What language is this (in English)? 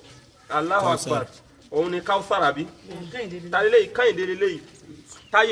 Yoruba